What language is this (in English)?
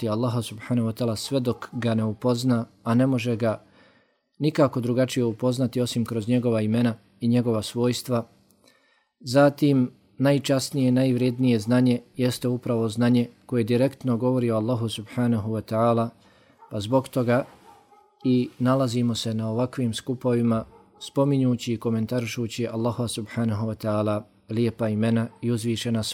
Bosnian